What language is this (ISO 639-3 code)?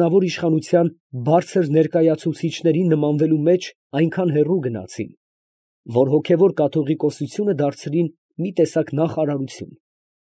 hye